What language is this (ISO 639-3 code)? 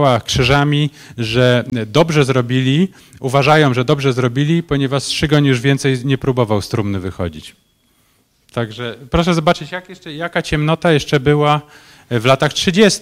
pol